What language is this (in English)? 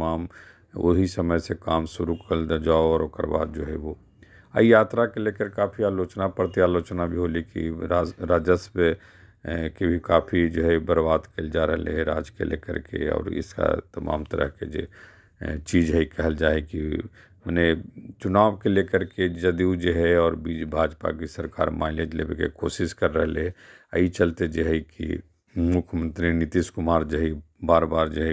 Magahi